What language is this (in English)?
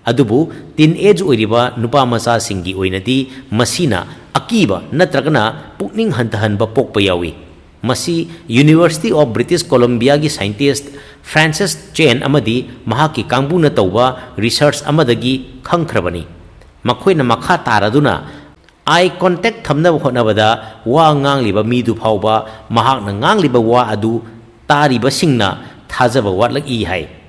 Manipuri